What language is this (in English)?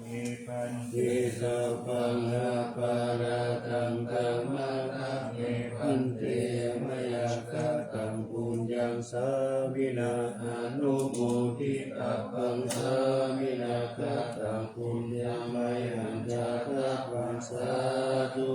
Pali